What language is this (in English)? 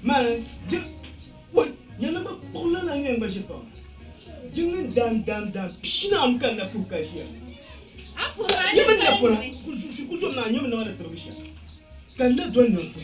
Dagbani